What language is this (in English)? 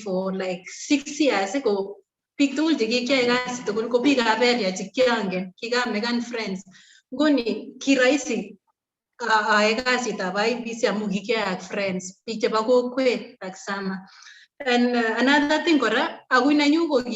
Kalenjin